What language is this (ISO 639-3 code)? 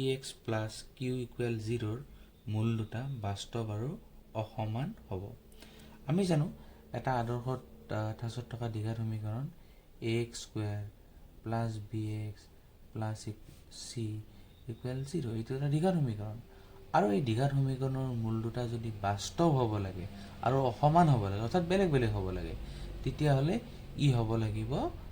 asm